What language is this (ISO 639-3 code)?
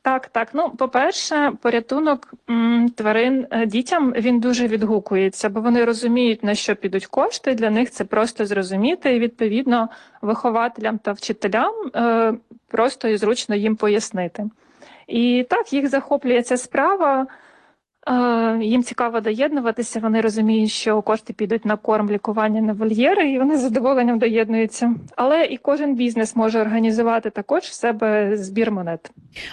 ukr